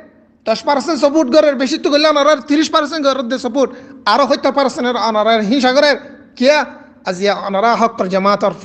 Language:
Rohingya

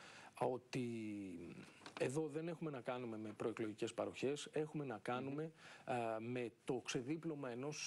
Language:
Greek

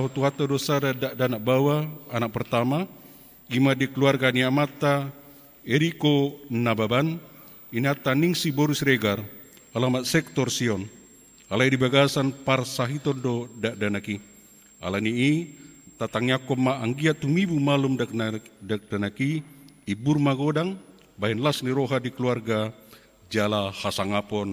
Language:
Batak Toba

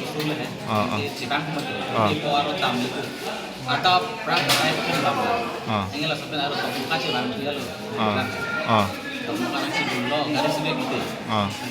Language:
Karbi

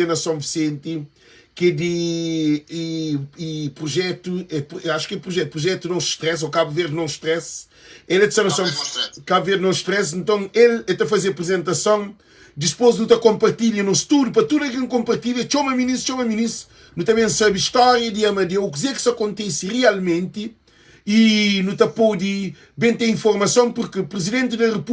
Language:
Kabuverdianu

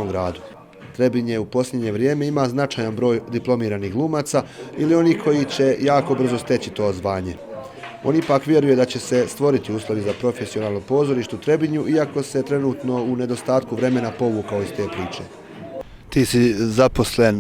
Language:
Bosnian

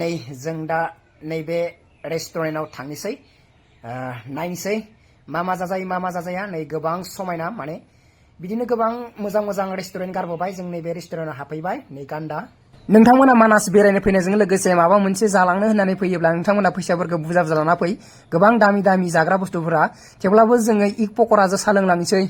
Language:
Bodo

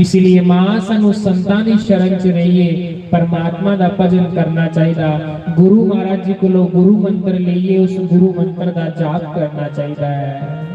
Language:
Dogri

